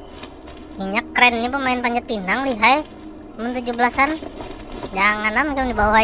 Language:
Banjar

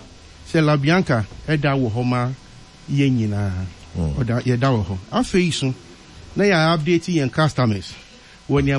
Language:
Akan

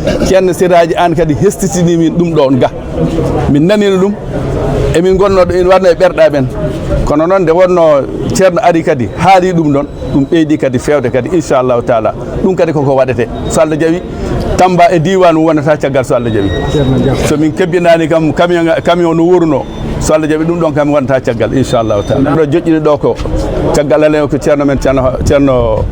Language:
Fula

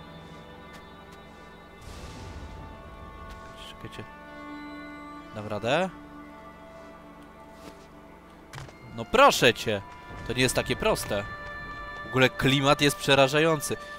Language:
Polish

